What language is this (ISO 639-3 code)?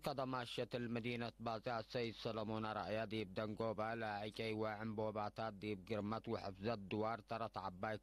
tig